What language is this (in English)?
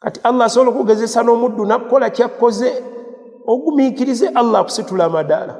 Ganda